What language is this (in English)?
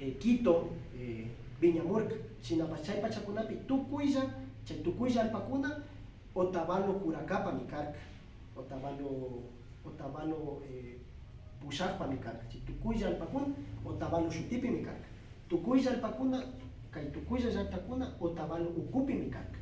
Imbabura Highland Quichua